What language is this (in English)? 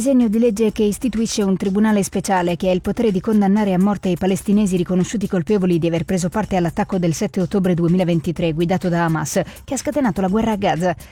Italian